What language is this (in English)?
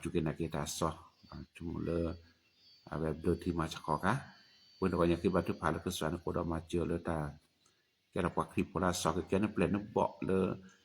S'gaw Karen